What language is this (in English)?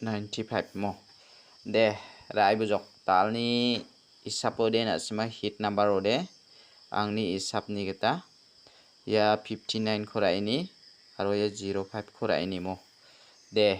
Garo